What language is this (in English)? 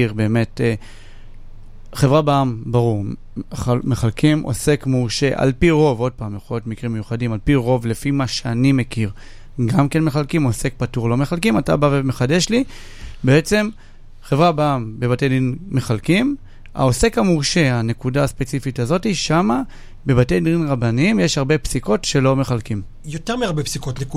Hebrew